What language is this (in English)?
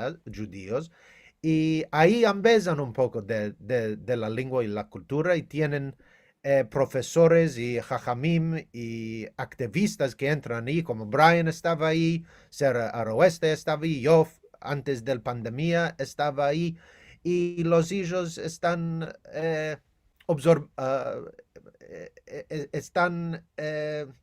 Ladino